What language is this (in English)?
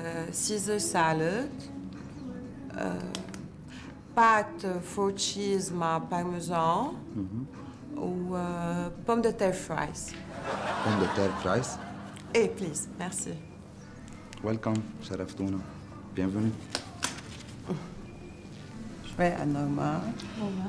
North Levantine Arabic